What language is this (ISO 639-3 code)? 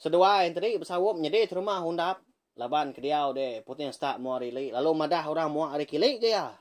iba